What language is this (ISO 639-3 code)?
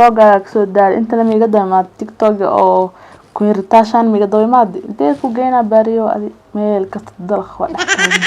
som